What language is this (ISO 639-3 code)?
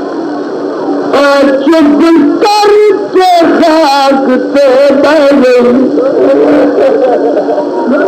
urd